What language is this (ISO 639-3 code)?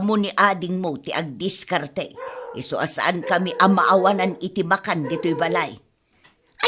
ilo